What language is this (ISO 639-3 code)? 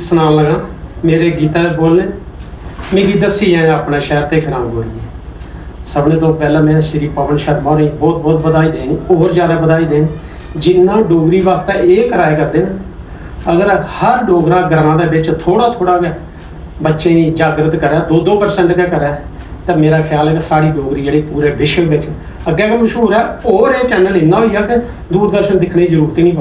doi